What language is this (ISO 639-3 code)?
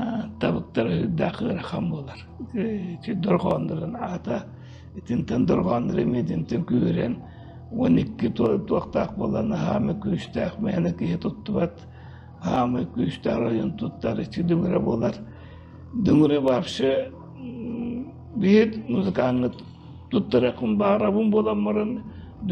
sah